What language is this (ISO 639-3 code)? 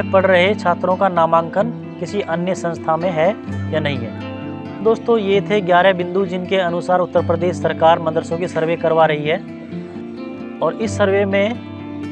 hin